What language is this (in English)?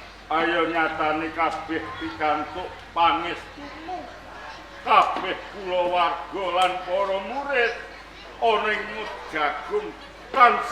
Javanese